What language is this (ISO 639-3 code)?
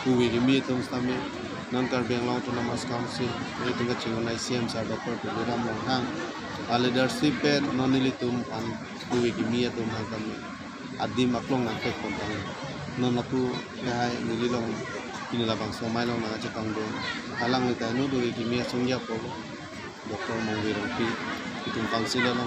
mjw